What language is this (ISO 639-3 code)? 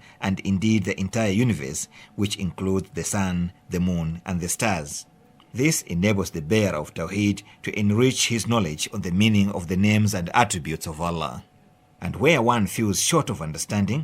eng